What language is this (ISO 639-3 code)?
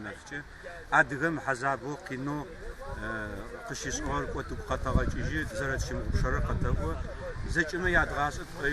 ady